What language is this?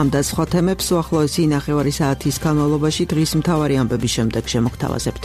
Georgian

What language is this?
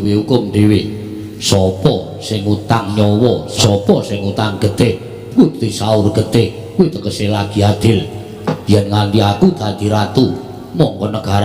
Javanese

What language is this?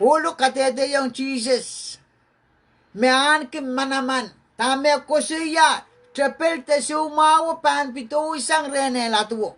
Pohnpeian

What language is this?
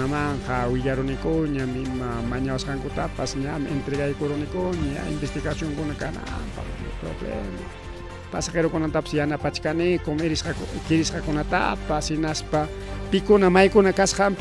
Ayacucho Quechua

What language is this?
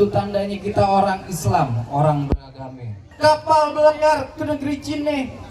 Betawi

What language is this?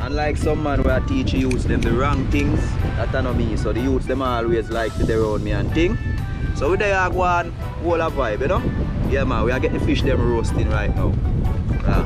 Jamaican Creole English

